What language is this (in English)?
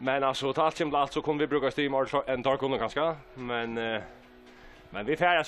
Faroese